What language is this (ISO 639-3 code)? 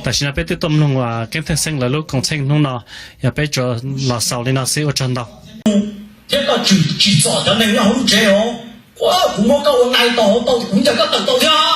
hmn